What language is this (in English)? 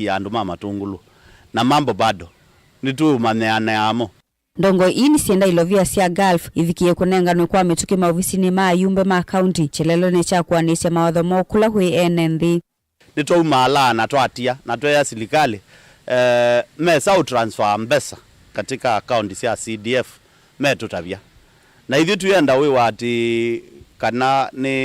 Kamba